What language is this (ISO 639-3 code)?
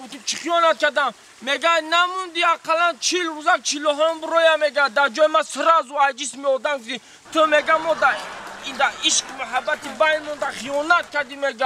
tgk